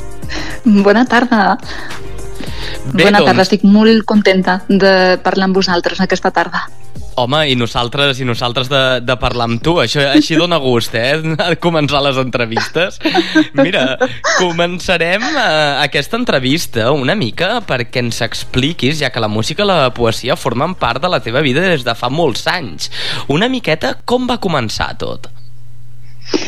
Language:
Catalan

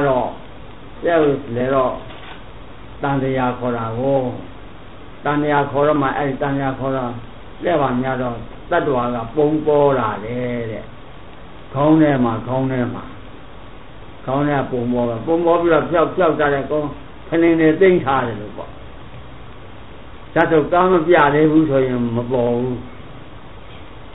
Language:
Burmese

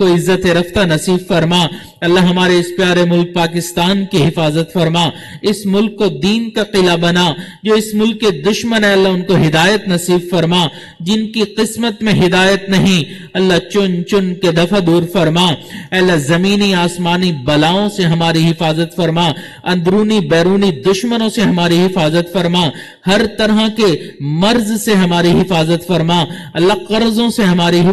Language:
Urdu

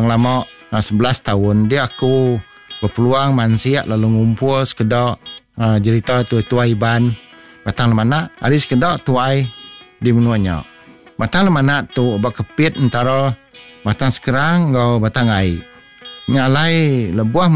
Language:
Iban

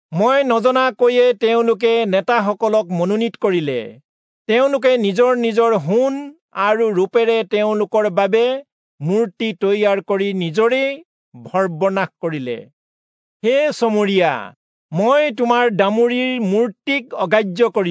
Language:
Assamese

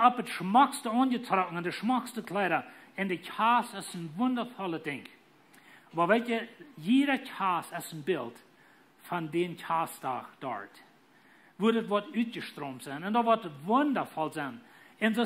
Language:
Plautdietsch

